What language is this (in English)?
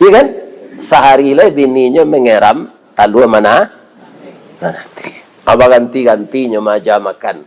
Minangkabau